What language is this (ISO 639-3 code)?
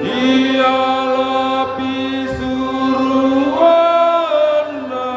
bbc